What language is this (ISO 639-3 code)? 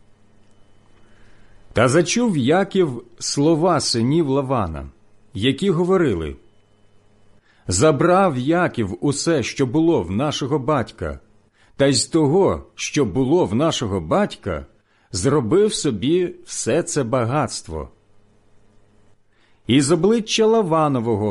ukr